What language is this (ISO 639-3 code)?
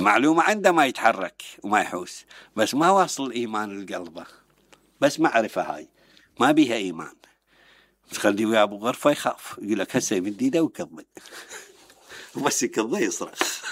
acm